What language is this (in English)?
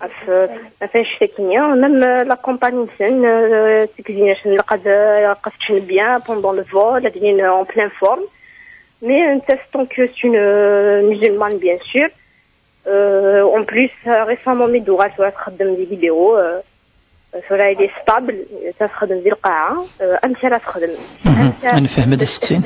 Kabyle